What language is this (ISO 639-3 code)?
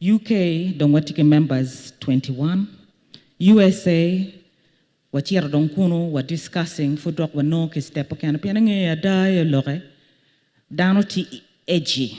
ach